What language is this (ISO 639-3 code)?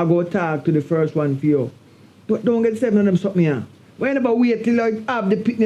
jam